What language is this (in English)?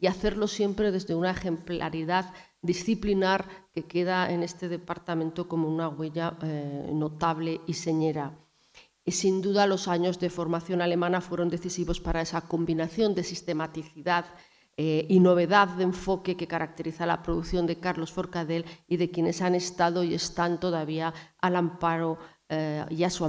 Spanish